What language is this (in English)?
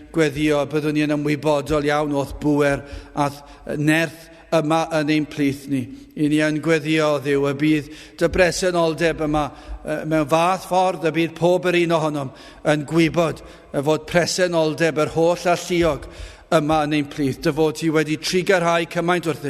Welsh